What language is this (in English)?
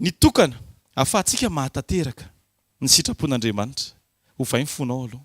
Malagasy